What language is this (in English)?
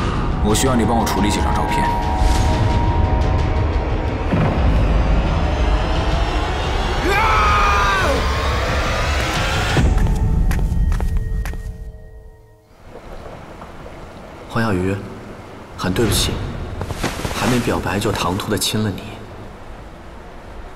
Chinese